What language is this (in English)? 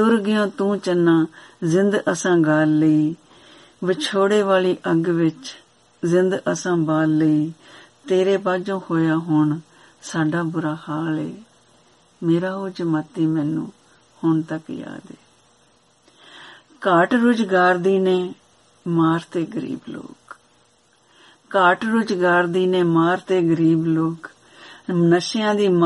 Punjabi